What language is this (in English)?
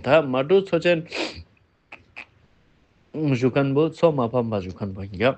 Ladakhi